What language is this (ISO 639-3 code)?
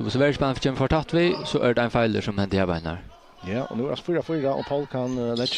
fao